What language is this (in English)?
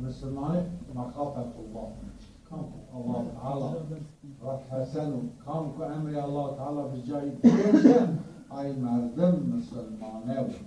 Zaza